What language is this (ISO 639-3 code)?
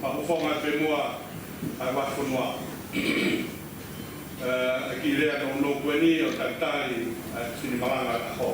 ton